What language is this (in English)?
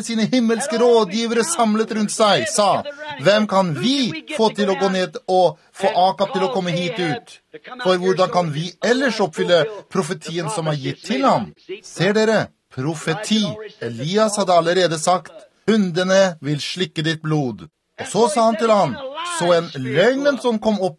Norwegian